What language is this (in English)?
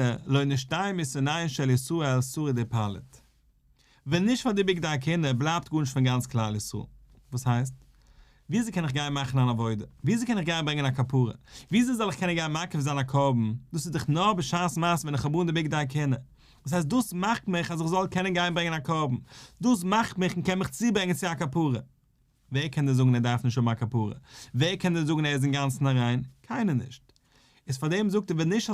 Yiddish